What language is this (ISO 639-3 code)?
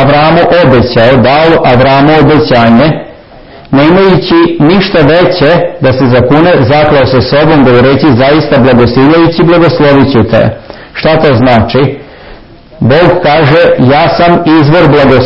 srp